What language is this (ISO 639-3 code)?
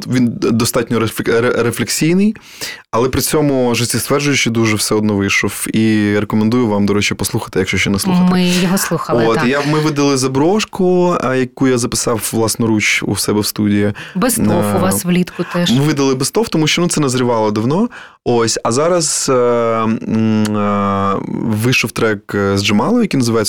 ukr